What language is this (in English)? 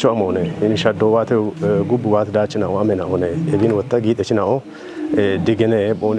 Kafa